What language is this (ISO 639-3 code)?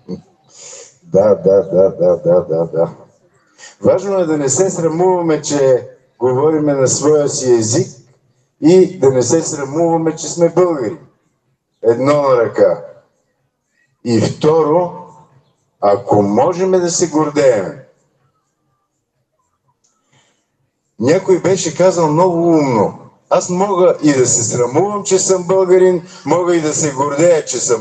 bul